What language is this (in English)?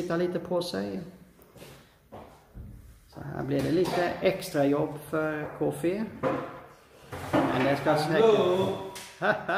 Swedish